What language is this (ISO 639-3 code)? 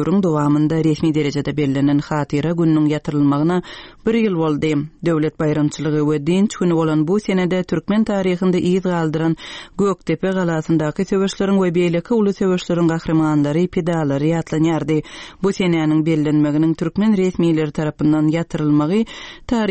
tuk